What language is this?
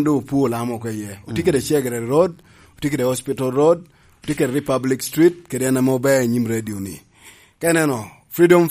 Lango (Uganda)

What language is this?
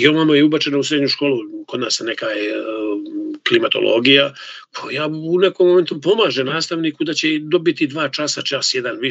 Serbian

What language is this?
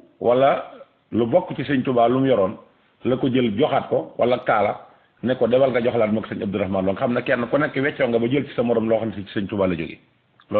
Wolof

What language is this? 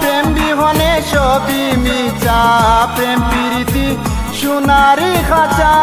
Sylheti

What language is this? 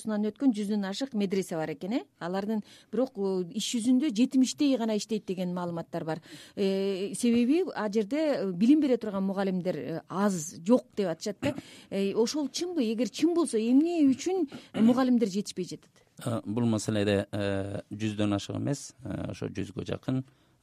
Kyrgyz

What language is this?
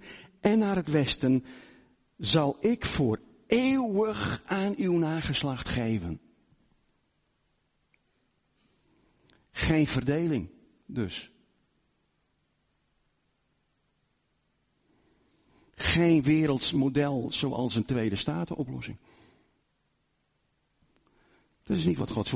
Dutch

